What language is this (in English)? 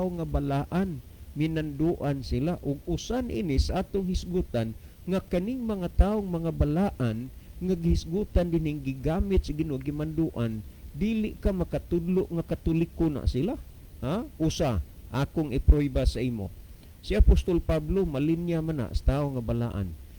Cebuano